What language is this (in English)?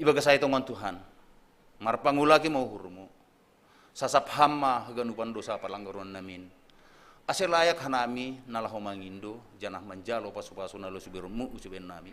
Batak Simalungun